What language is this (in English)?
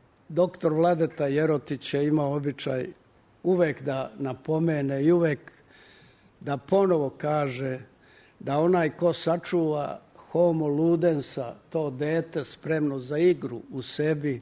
Serbian